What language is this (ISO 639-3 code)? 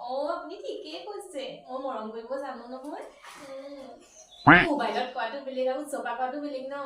asm